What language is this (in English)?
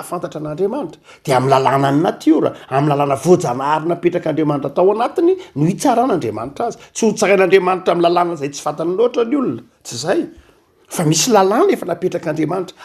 Malagasy